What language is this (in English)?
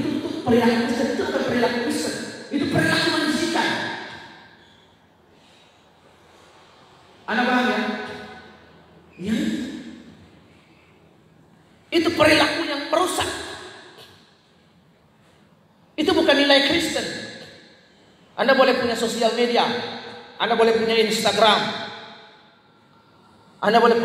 Indonesian